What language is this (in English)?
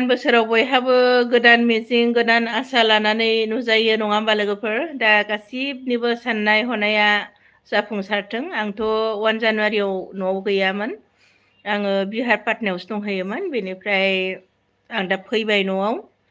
Bodo